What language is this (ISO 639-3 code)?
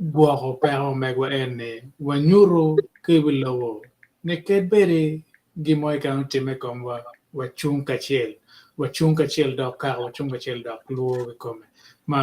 ach